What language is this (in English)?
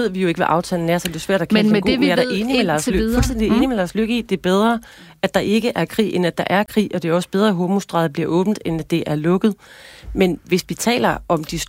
Danish